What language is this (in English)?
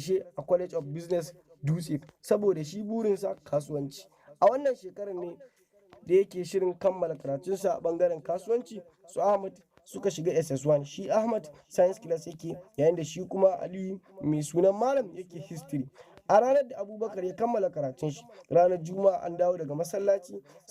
Hausa